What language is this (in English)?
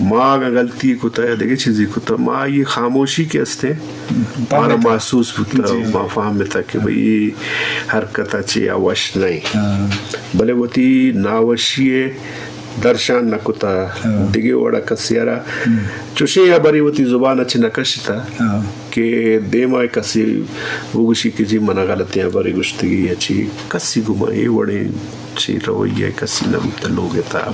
Eastern Balochi